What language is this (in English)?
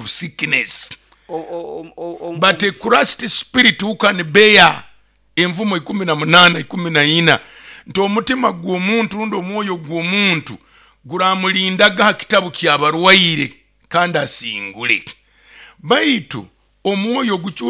Nyoro